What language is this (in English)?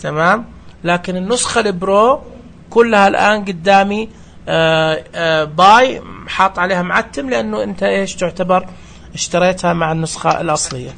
Najdi Arabic